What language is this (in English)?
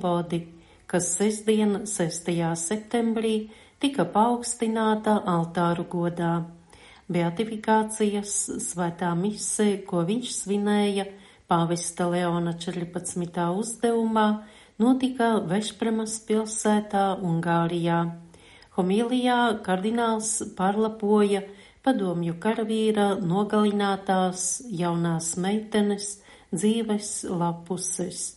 Latvian